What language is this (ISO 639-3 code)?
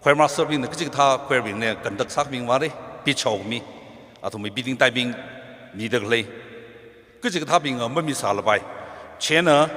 nmf